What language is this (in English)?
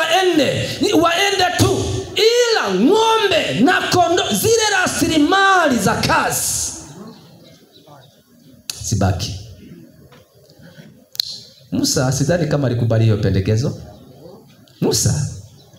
Swahili